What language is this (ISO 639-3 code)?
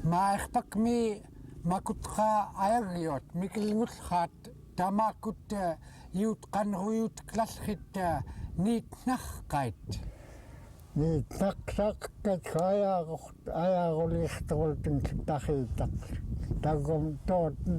esu